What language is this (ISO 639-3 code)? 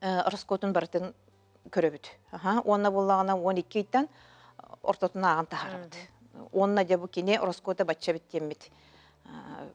sah